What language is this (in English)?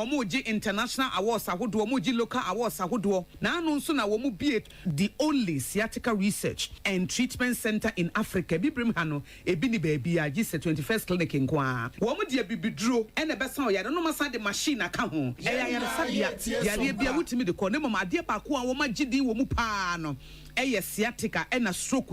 Akan